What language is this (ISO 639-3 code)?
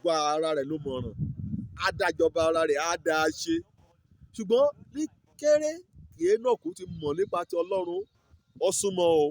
yor